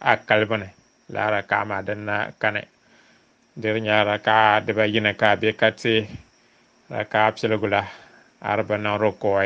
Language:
Dagbani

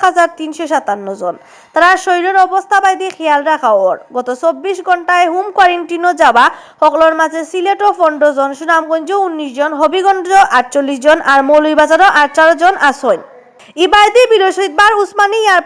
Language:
Sylheti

